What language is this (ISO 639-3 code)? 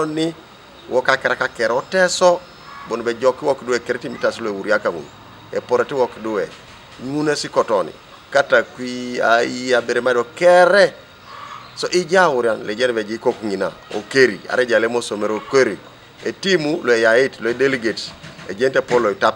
teo